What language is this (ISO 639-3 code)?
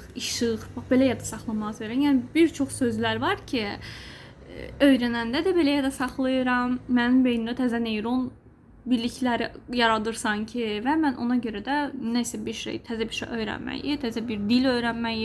aze